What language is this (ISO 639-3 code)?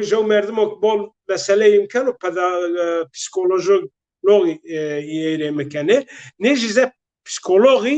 zza